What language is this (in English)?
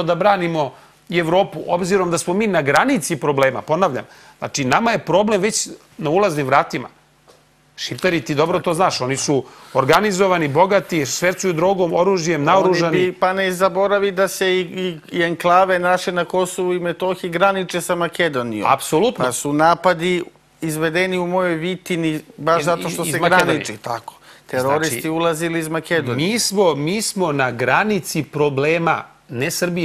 Serbian